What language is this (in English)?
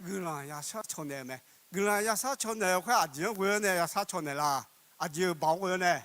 Akha